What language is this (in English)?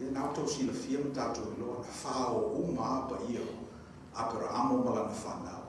Samoan